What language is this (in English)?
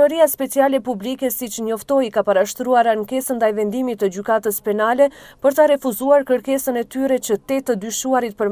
Albanian